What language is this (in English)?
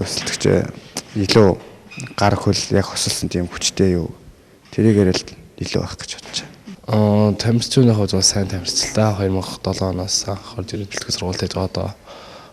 Mongolian